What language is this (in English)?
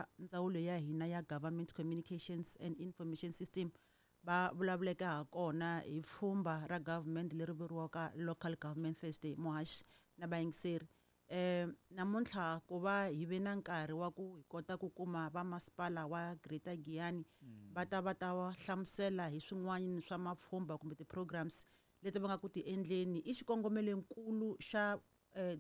Tsonga